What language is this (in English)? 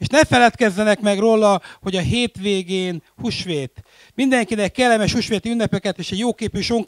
Hungarian